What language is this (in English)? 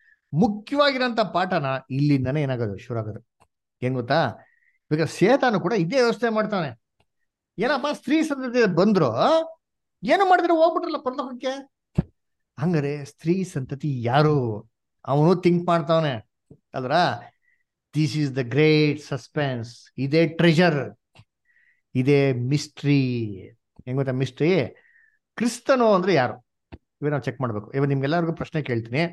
Kannada